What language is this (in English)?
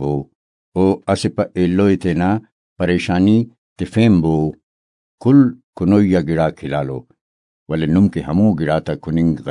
Brahui